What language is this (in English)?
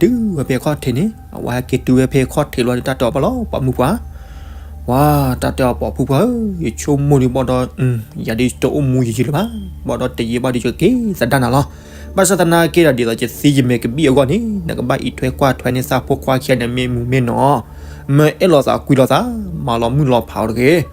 S'gaw Karen